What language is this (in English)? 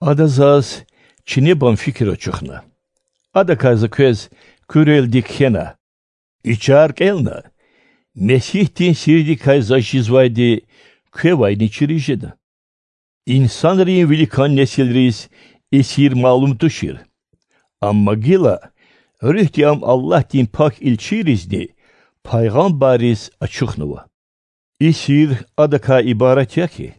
Lezghian